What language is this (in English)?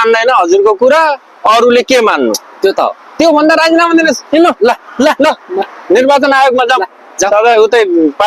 Nepali